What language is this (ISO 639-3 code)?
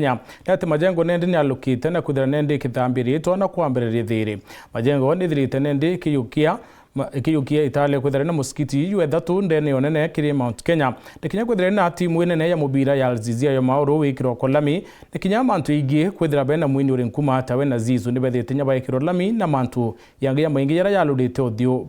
mer